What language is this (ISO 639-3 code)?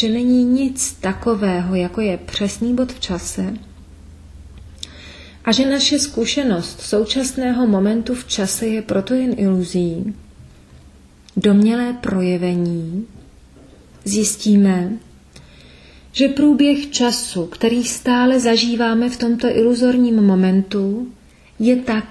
ces